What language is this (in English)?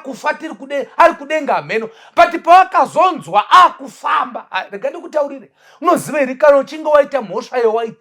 Shona